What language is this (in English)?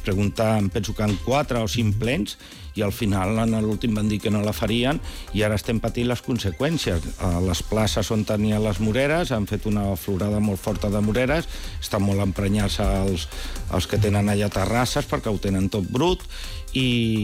Catalan